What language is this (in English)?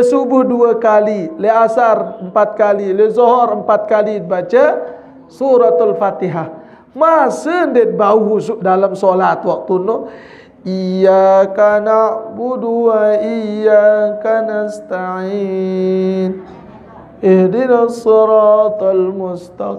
Sasak